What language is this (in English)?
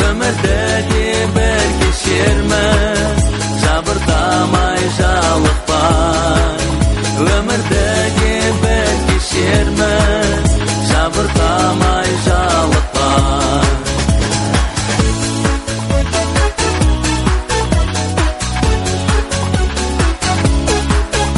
Kazakh